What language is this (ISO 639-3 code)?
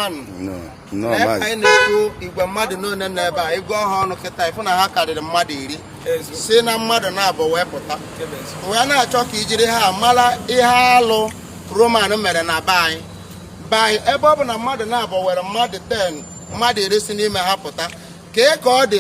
ibo